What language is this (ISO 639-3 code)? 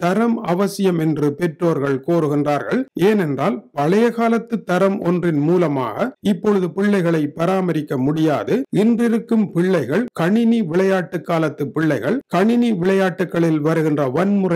tam